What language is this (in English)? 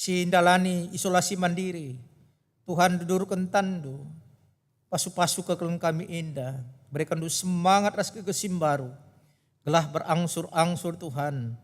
Batak Karo